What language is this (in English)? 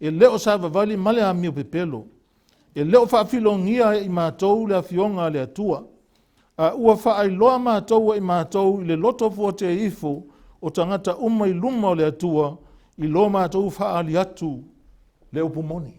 Samoan